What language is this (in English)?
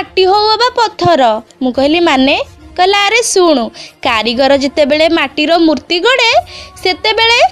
Odia